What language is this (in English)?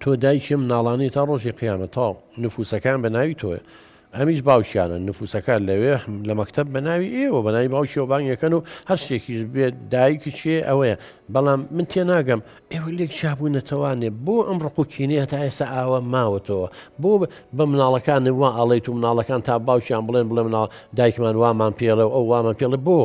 Central Kurdish